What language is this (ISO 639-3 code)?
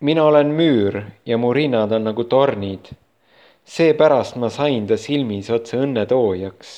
est